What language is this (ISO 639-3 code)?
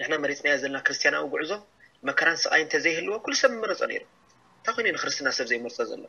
tir